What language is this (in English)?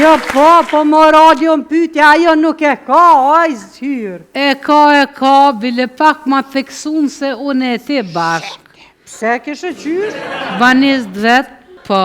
Albanian